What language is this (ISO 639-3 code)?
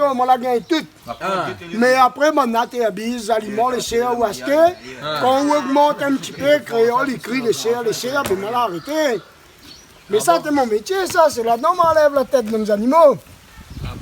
rcf